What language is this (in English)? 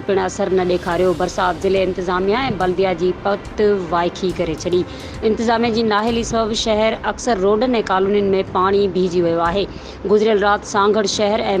Sindhi